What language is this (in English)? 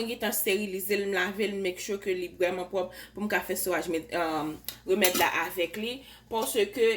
Haitian Creole